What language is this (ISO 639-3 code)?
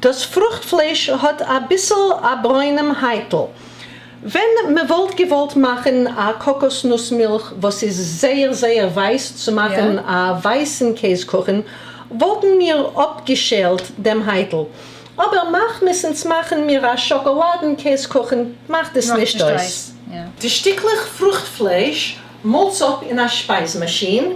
yid